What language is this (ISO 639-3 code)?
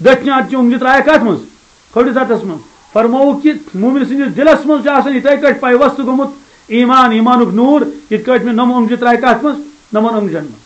kas